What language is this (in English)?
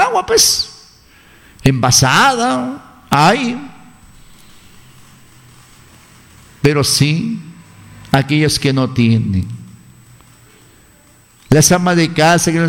Spanish